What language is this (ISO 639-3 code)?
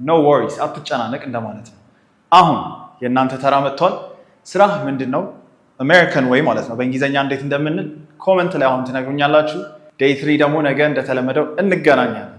amh